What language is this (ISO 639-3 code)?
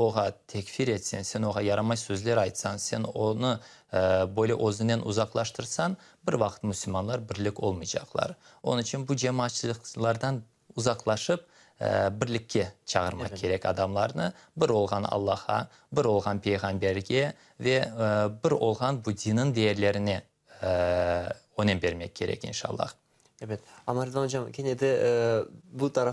crh